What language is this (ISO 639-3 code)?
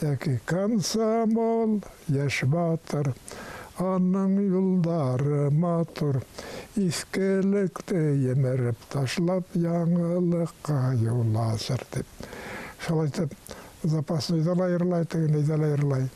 bak